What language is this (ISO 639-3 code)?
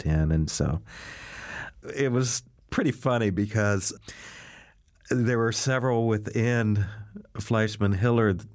eng